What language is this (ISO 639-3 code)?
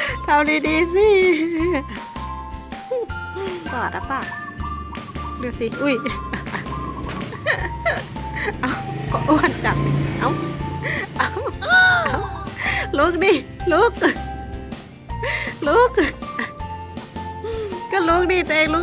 tha